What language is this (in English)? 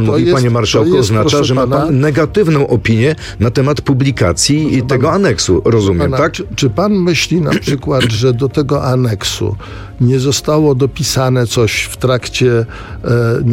Polish